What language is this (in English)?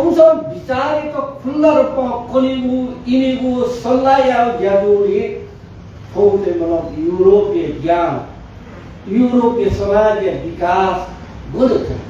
Newari